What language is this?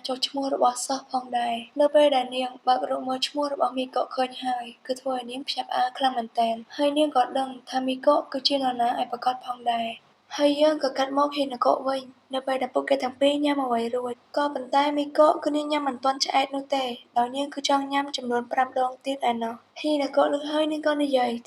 Khmer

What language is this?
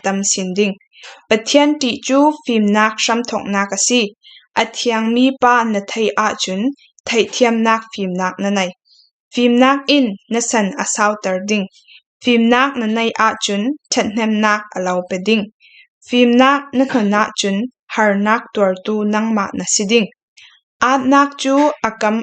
Falam Chin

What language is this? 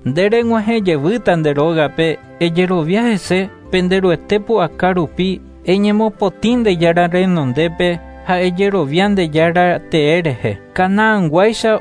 Guarani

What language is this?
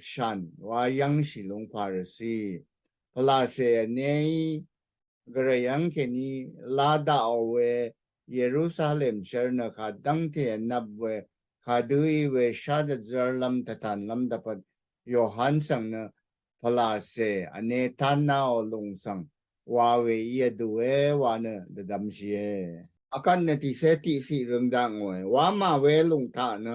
Rawang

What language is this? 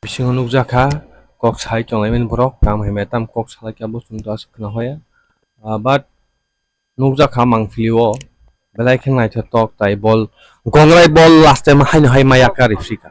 Kok Borok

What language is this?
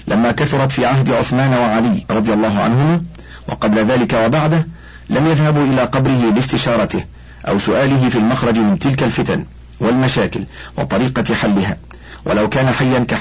Arabic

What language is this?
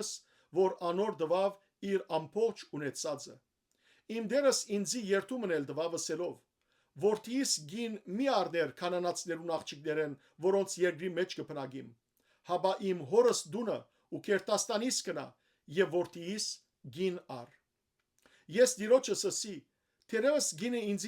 Western Armenian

